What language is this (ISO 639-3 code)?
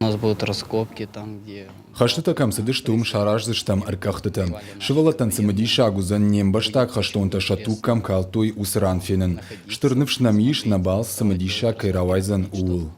oss